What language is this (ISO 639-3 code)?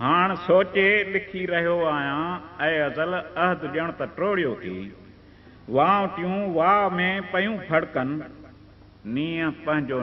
snd